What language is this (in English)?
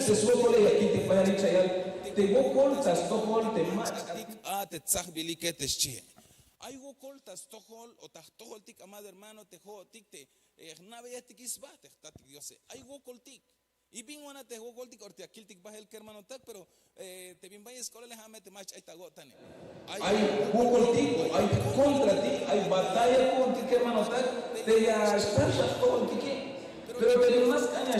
Tzeltal